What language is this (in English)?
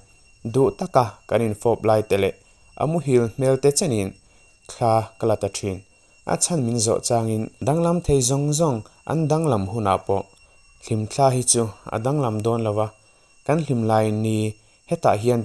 Mizo